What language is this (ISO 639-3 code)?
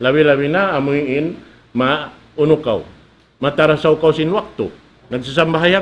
tsg